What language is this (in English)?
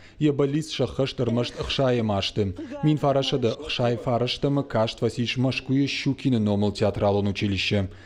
Ossetic